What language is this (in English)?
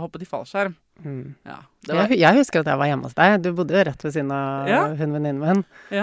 Norwegian